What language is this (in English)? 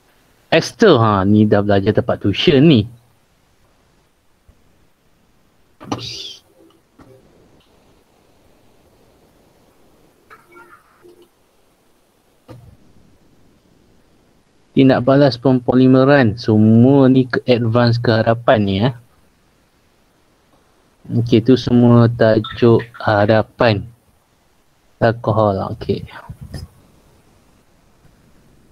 Malay